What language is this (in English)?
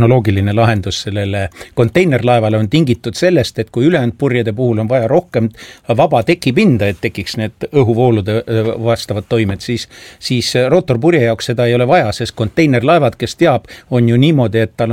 Estonian